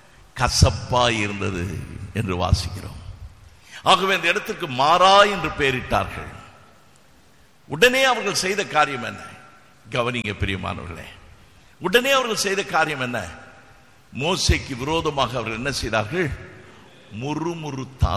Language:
Tamil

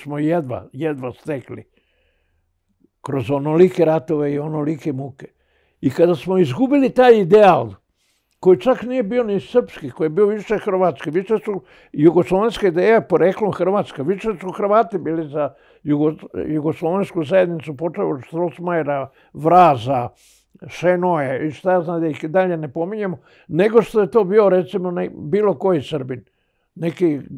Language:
Serbian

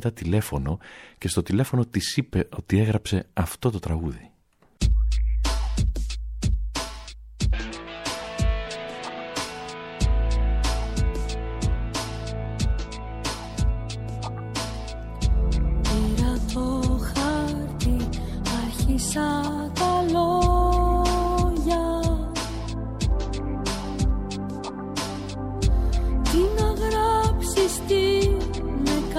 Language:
Greek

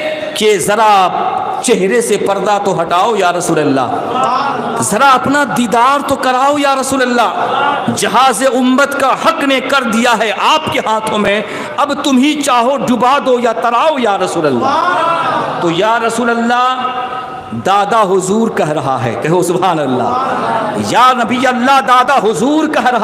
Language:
Urdu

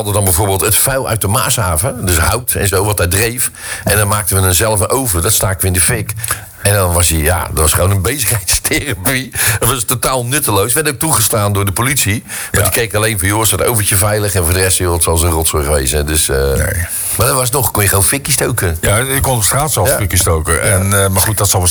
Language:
Dutch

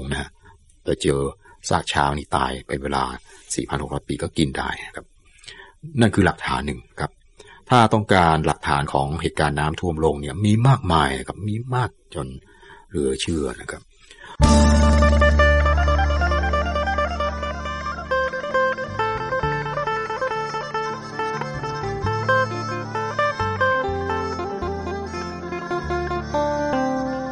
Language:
Thai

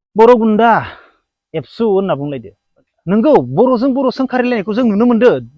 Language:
Bodo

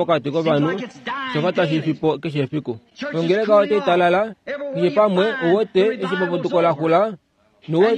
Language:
Kuanyama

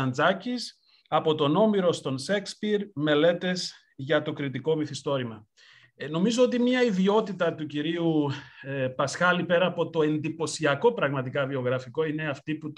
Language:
Greek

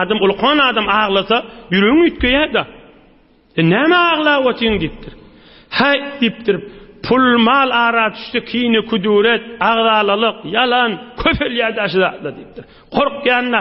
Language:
Turkmen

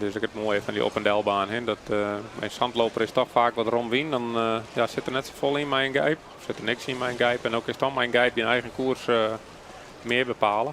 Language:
Western Frisian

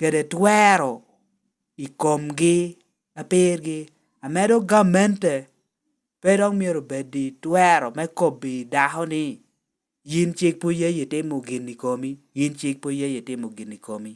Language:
Lango (Uganda)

